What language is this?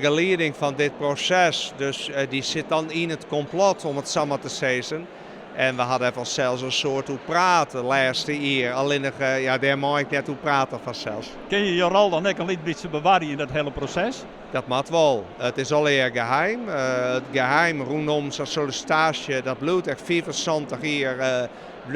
Western Frisian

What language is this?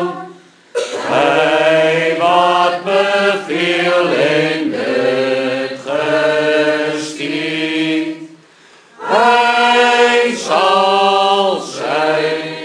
Afrikaans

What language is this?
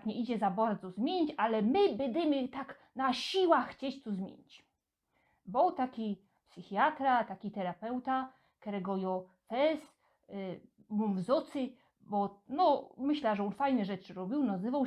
Silesian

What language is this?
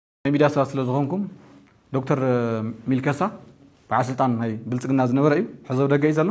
Tigrinya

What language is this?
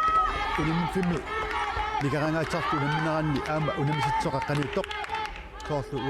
Kalaallisut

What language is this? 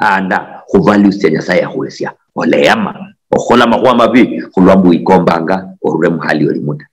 Luyia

